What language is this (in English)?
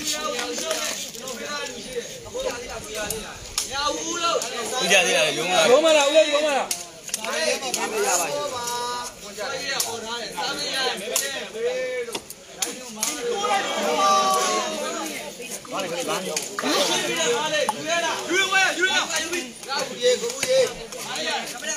Burmese